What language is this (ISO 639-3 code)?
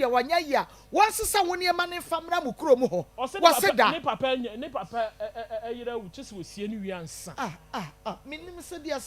aka